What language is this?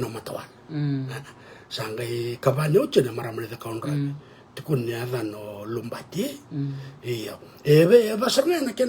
Fijian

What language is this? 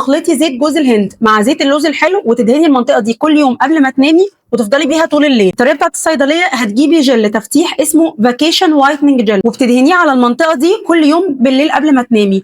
Egyptian Arabic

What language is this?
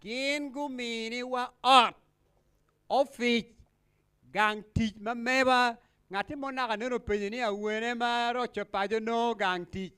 Acoli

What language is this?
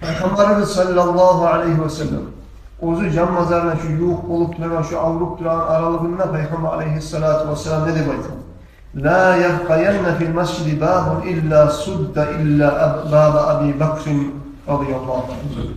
Kumyk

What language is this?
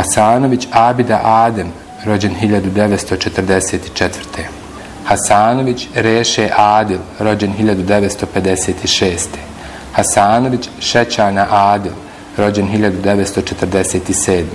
Bosnian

